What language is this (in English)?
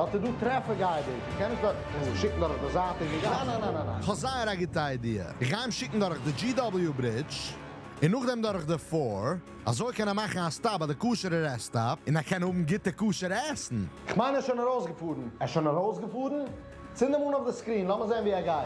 Yiddish